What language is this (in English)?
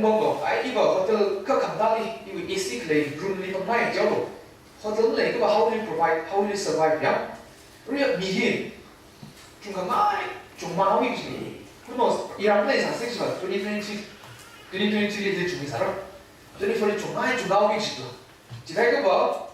Tangkhul Naga (India)